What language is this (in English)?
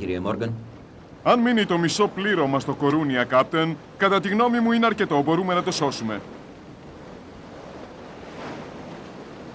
Greek